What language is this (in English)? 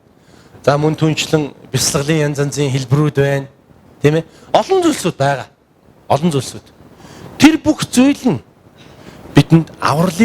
Mongolian